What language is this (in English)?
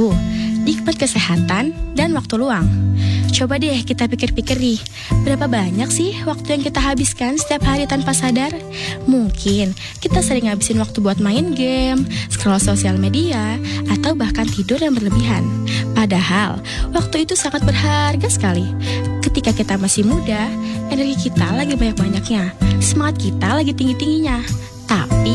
Indonesian